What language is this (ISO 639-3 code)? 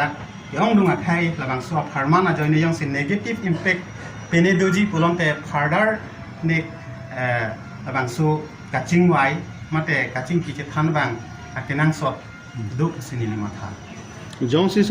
mjw